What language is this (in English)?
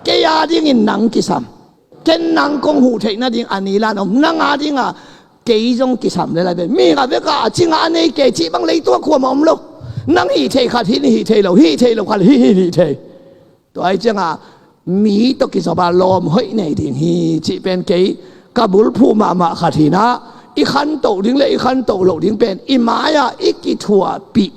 Tedim Chin